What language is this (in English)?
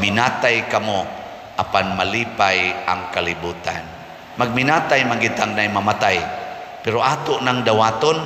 Cebuano